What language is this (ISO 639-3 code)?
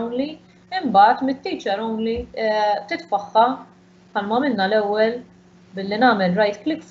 mlt